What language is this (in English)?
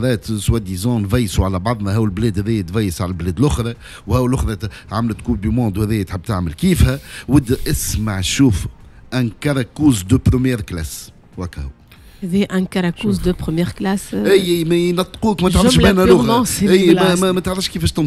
Tunisian Arabic